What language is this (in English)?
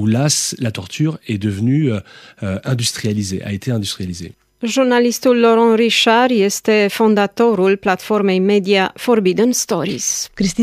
Romanian